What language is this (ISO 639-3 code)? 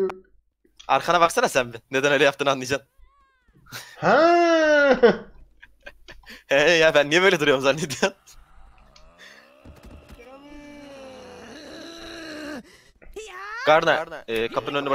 tur